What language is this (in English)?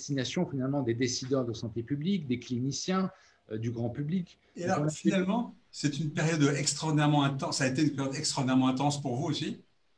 French